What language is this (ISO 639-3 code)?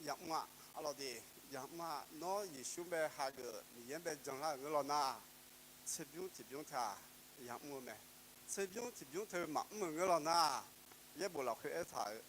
ahk